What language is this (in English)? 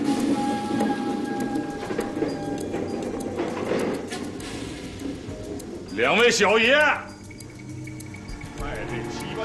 Chinese